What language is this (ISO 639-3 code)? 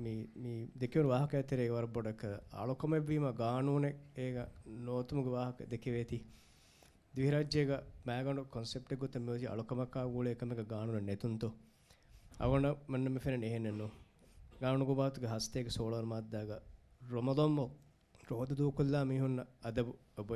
div